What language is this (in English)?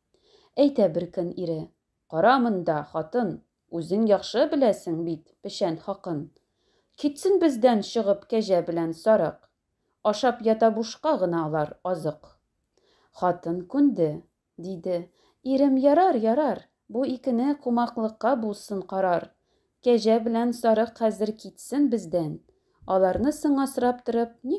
Tatar